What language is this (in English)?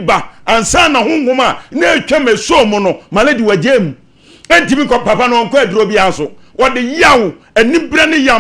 Akan